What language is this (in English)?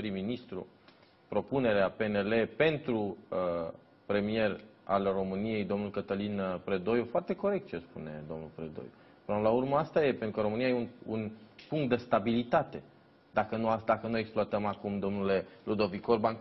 Romanian